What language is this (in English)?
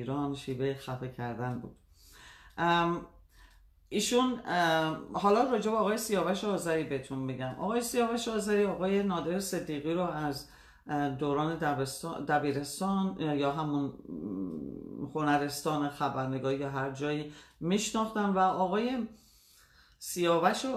Persian